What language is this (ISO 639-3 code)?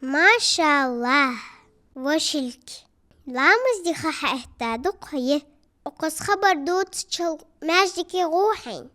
inh